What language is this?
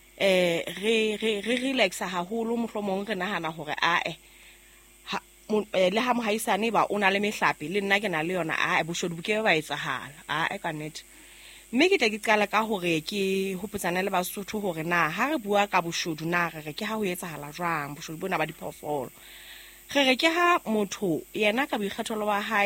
Southern Sotho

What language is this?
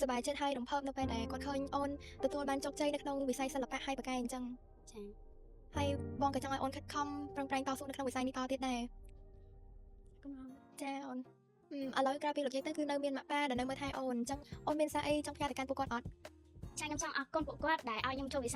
Khmer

